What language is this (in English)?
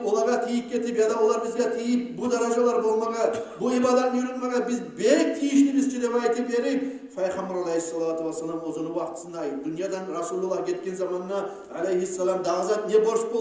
Kumyk